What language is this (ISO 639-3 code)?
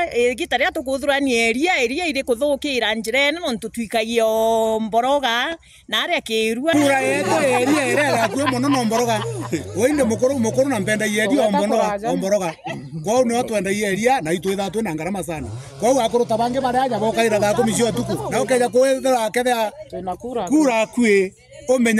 mer